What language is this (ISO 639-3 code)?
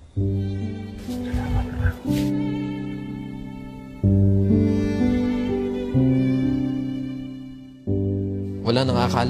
fil